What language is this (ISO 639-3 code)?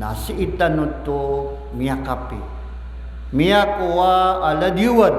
mrw